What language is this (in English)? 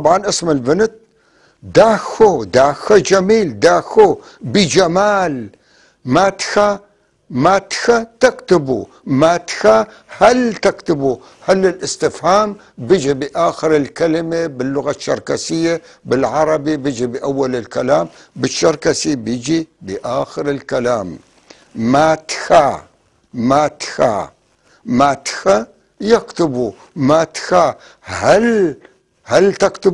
North Levantine Arabic